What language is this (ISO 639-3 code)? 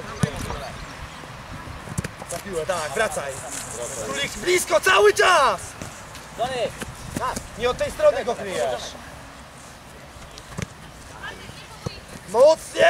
pol